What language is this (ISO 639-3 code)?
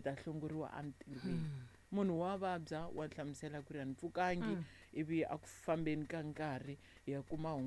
tso